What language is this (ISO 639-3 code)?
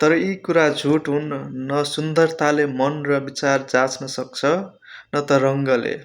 nep